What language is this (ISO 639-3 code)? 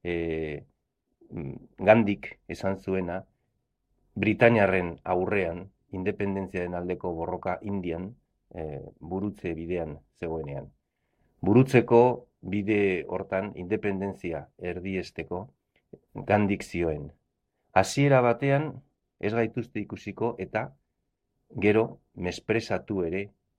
eus